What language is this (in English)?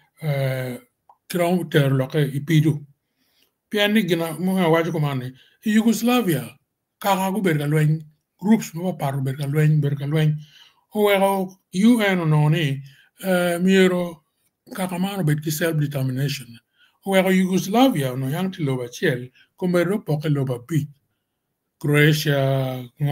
Acoli